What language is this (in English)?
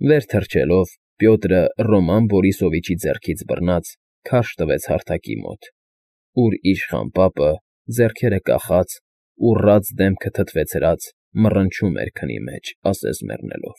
Armenian